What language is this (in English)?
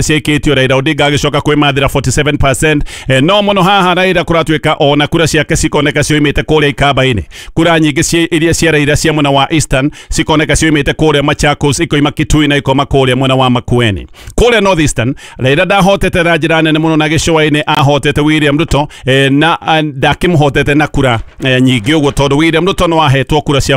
Kikuyu